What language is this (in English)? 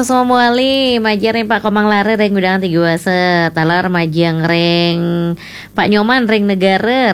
Balinese